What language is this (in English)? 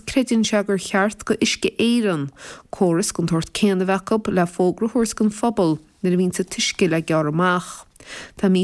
Irish